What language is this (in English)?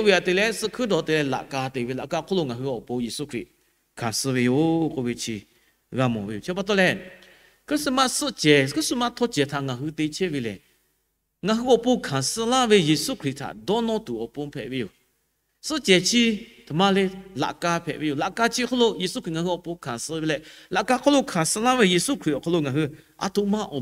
Lahu